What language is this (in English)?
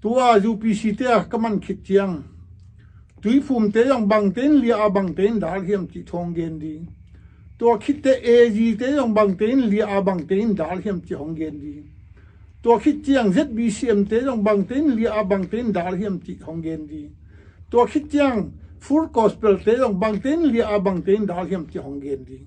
Tedim Chin